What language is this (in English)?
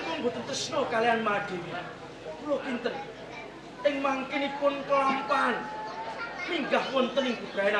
Javanese